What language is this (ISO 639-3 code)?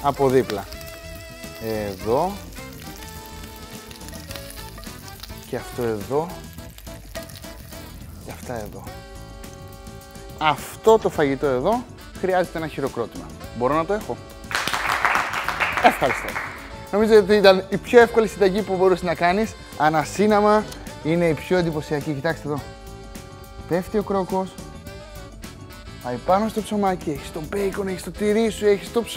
ell